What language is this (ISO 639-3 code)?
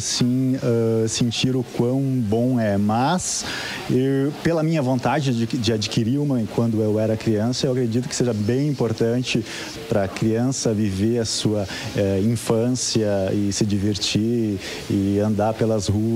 por